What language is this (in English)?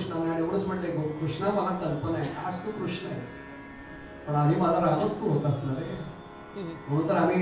Marathi